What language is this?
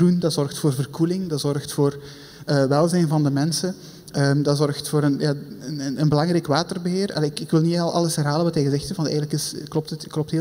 Dutch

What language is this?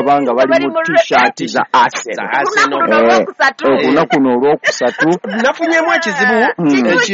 Ganda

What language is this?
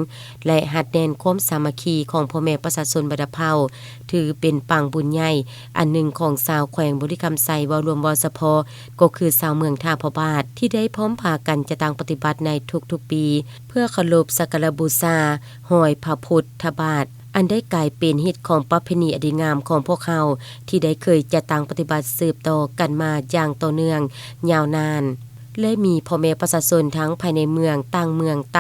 Lao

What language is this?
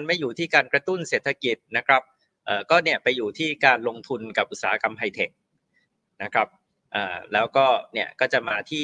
Thai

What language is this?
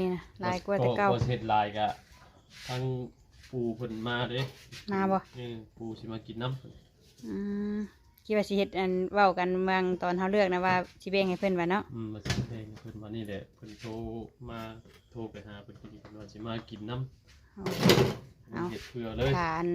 Northeastern Thai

